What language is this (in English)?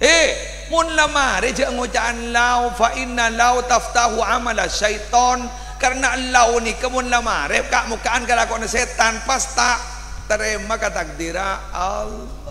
Madurese